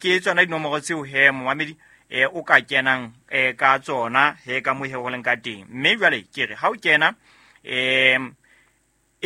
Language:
Southern Sotho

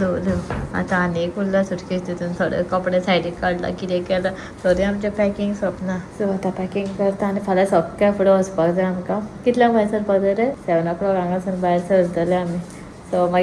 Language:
Konkani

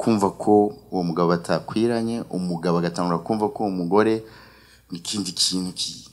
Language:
Rundi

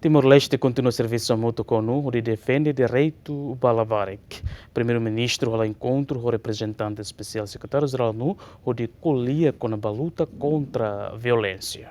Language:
Tetum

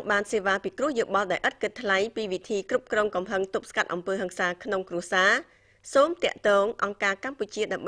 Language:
Khmer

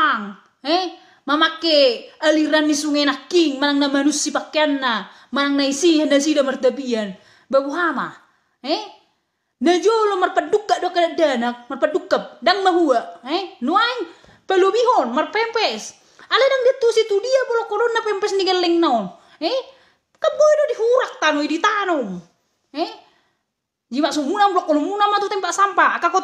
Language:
Batak Toba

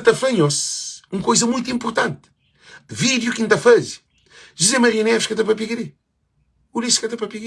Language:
Kabuverdianu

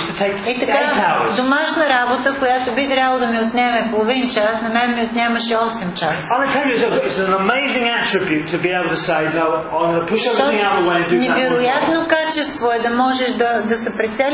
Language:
Bulgarian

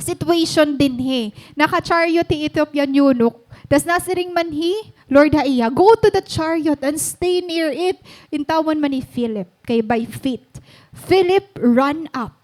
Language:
Waray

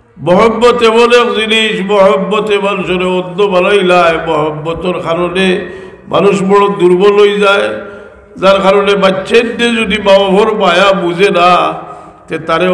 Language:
Sylheti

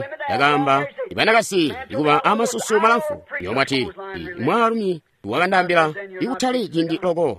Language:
Tonga (Zambia)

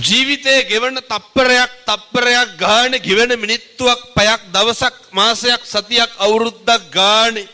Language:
Sinhala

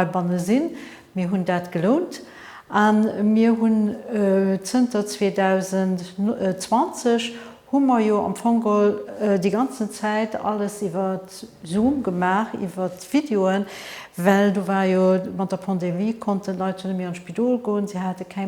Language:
Luxembourgish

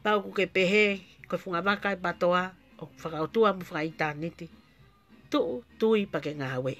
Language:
Tongan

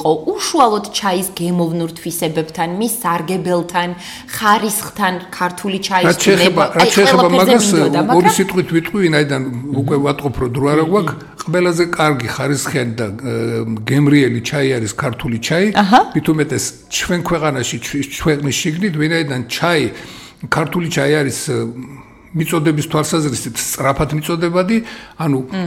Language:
Georgian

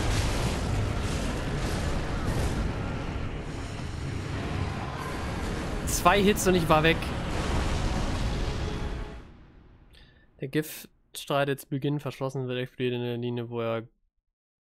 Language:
German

